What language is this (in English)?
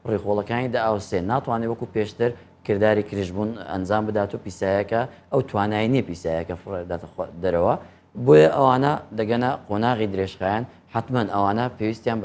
Central Kurdish